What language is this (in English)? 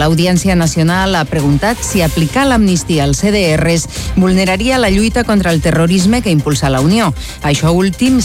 Catalan